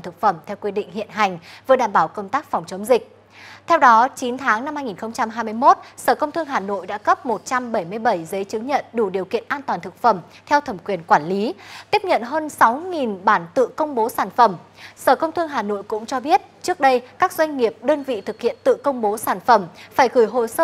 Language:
Vietnamese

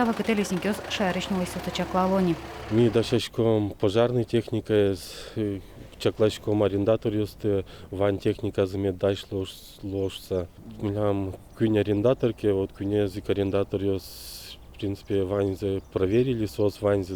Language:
Udmurt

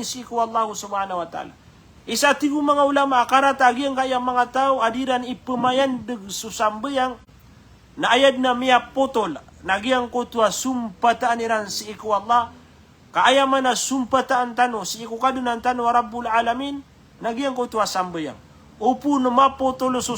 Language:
Maranao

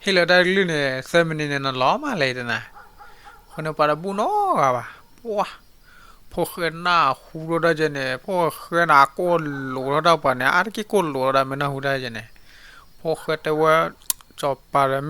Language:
S'gaw Karen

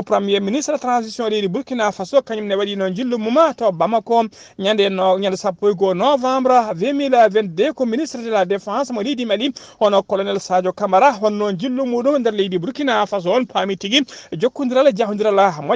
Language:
Fula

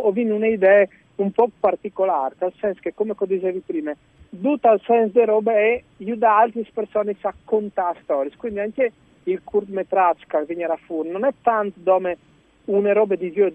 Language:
Friulian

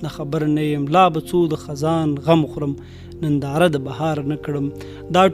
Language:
Pashto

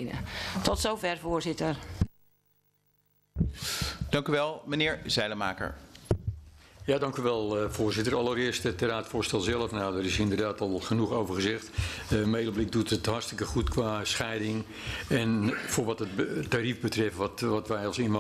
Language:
Dutch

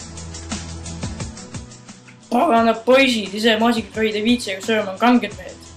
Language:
Estonian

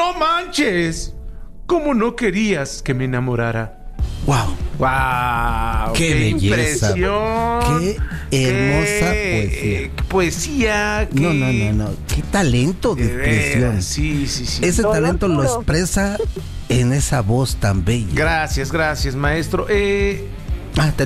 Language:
Spanish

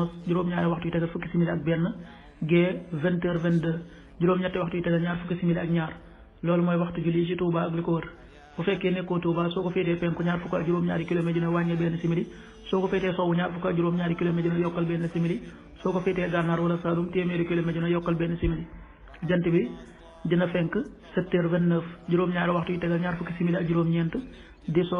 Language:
Wolof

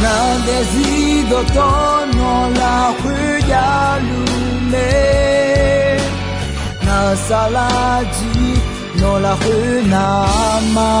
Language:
Akha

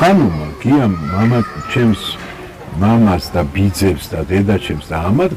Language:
Georgian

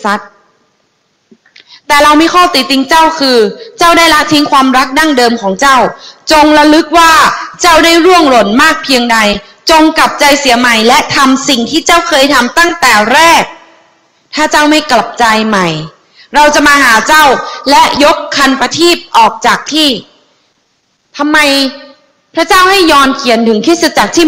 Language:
Thai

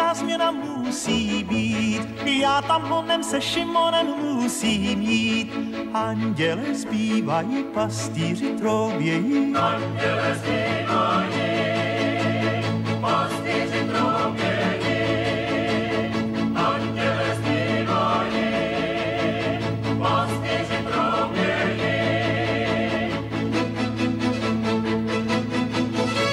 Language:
Czech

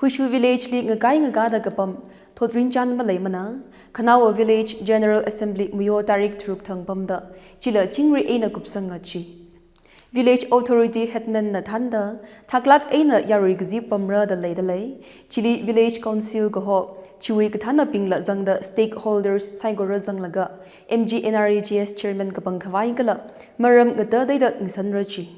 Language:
Tangkhul Naga (India)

